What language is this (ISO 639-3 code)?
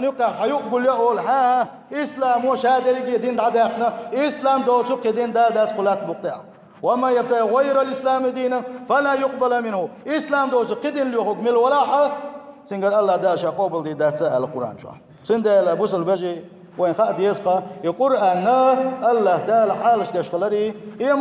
che